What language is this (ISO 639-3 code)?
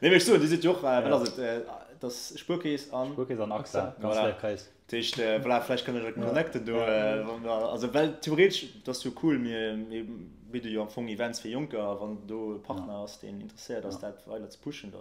ltz